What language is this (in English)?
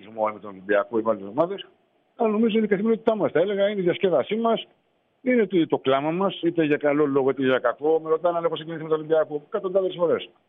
Greek